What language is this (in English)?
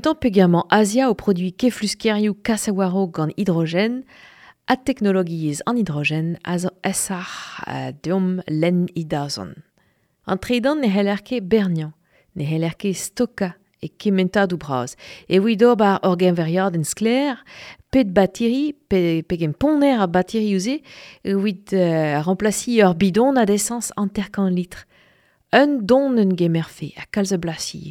Breton